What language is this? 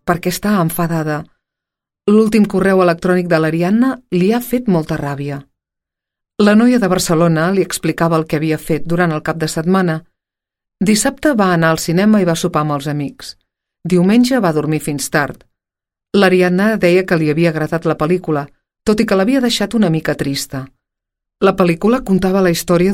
Catalan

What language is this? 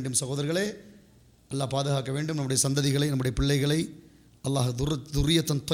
Tamil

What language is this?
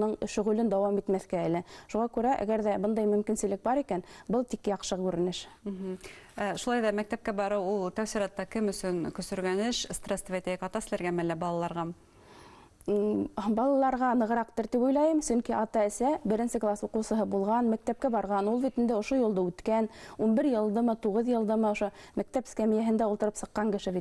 Bashkir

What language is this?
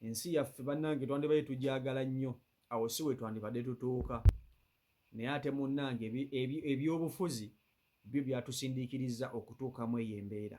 Ganda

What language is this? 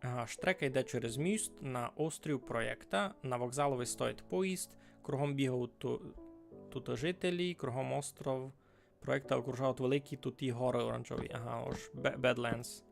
Rusyn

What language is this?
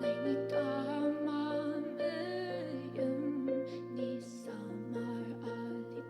Ao Naga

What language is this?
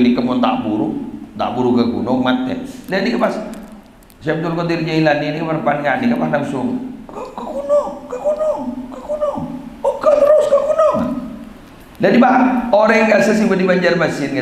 Madurese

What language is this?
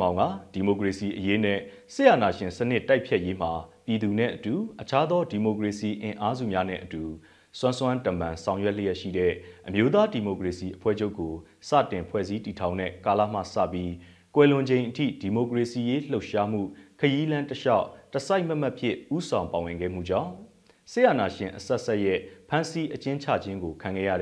Burmese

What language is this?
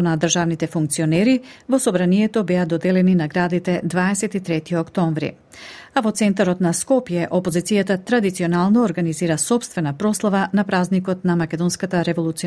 Macedonian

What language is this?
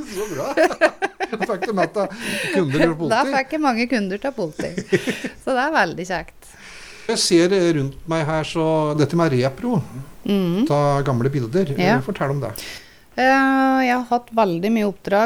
Norwegian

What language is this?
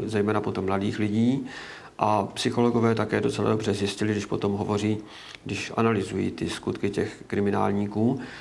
Czech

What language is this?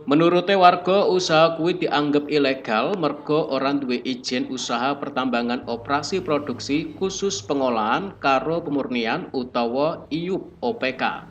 Javanese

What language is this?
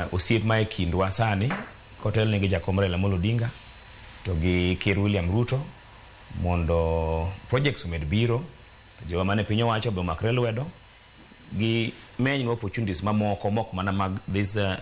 Luo (Kenya and Tanzania)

